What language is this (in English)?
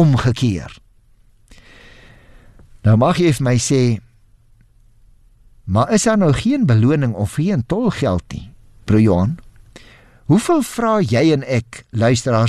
Afrikaans